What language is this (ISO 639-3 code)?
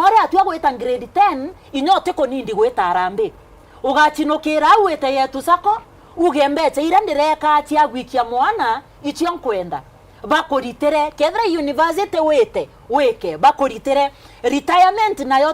mer